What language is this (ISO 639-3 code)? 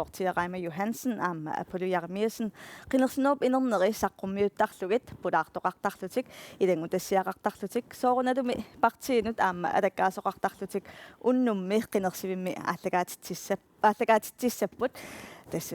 kal